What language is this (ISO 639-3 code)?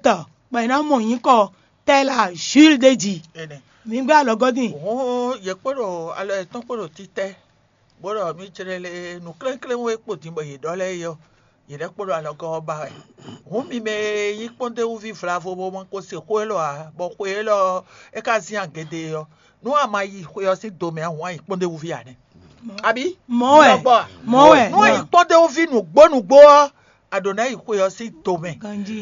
fon